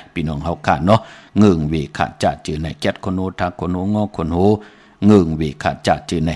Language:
Shan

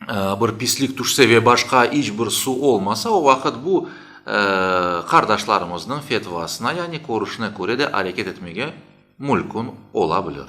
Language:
Crimean Tatar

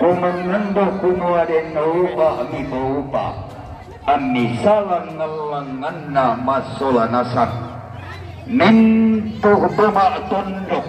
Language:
Toraja-Sa'dan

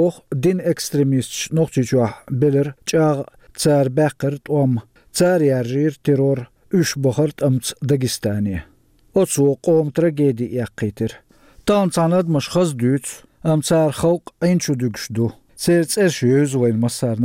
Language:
Chechen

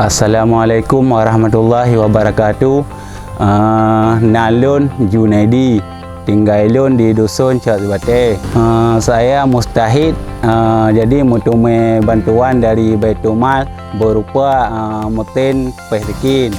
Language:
Achinese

